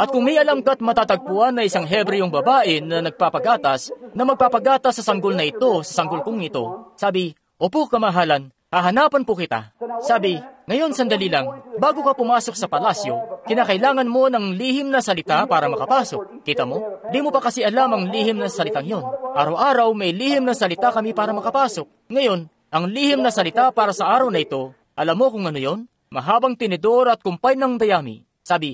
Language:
Filipino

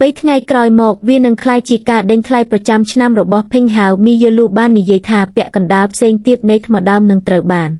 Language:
Khmer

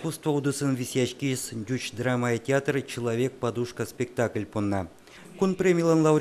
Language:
Udmurt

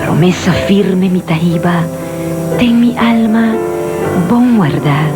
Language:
Papiamento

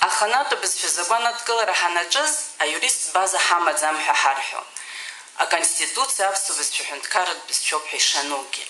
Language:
Abkhazian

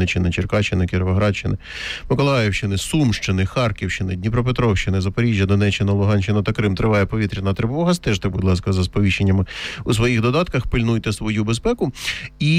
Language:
Ukrainian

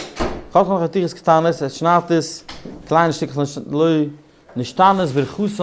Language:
Yiddish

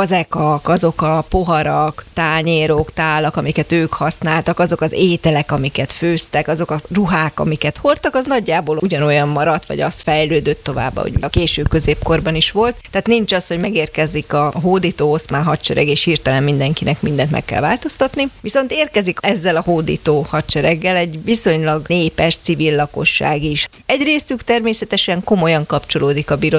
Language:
Hungarian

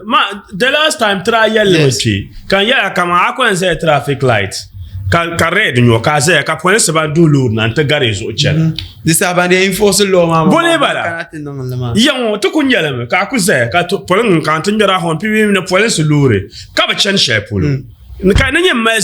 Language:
Dagbani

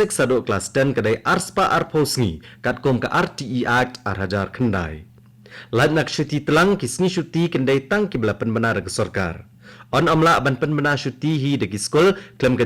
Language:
Khasi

